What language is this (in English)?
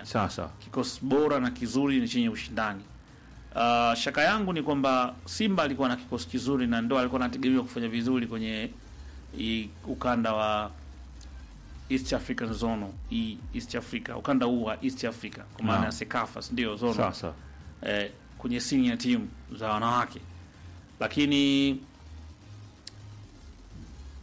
Swahili